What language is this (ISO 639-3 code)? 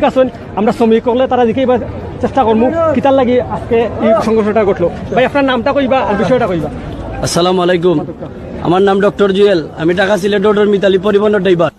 syl